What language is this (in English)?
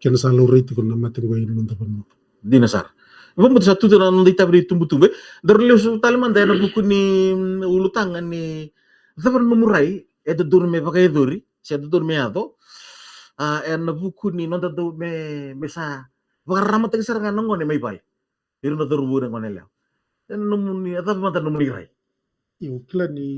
Fijian